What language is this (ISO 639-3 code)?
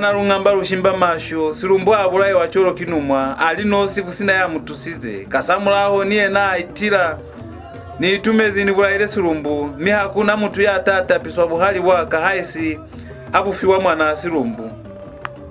loz